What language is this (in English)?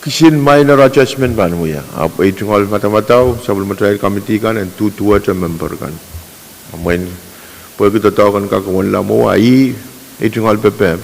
Pohnpeian